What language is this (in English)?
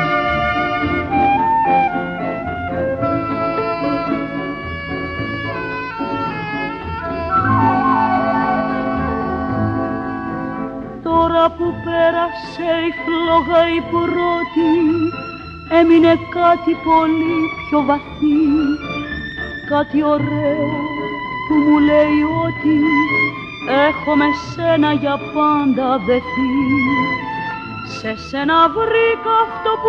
Greek